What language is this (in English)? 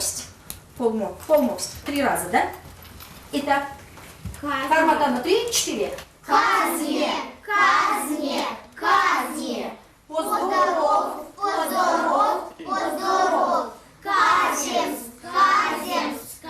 Erzya